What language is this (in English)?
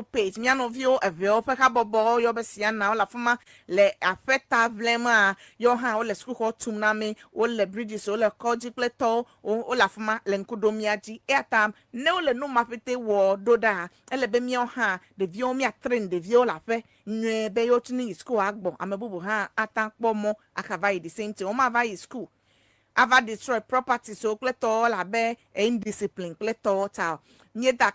Ewe